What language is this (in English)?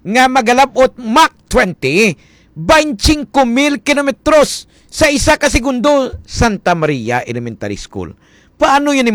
Hiligaynon